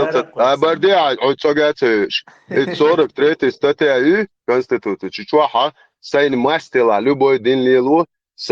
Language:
Chechen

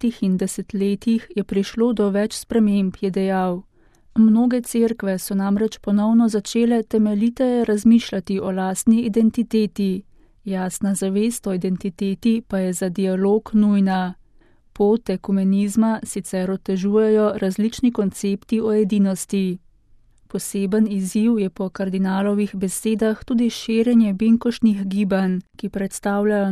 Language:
Slovenian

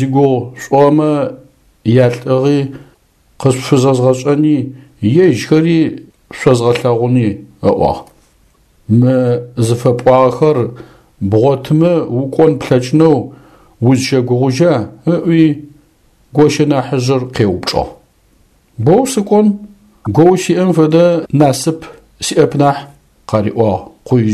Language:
Adyghe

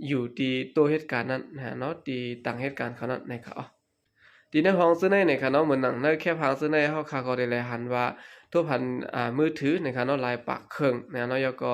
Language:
Shan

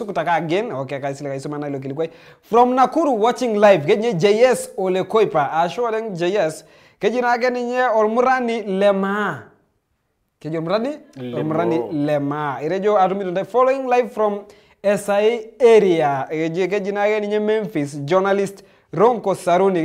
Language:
Masai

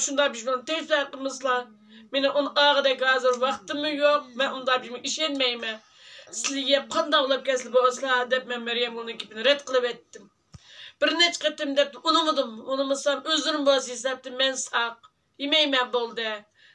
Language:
Uyghur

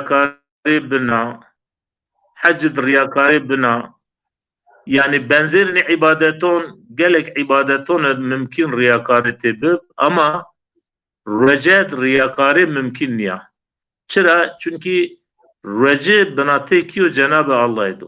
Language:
Zaza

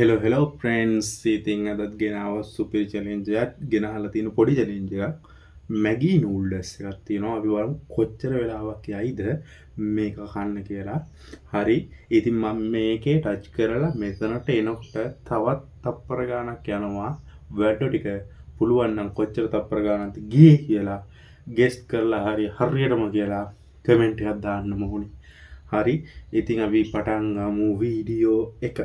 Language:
Sinhala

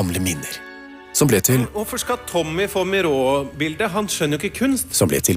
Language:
Norwegian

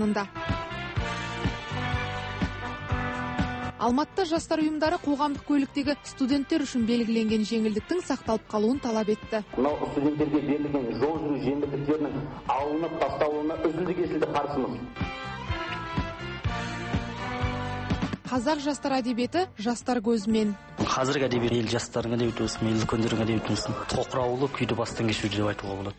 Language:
Kazakh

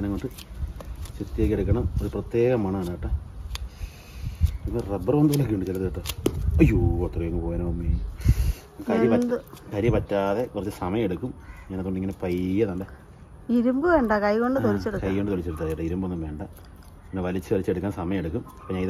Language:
Malayalam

